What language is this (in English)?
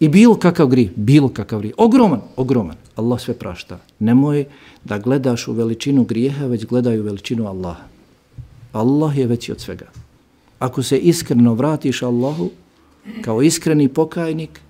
Bosnian